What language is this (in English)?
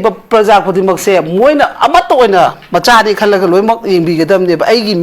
Manipuri